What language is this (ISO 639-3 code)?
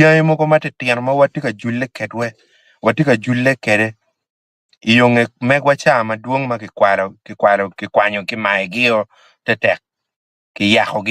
ach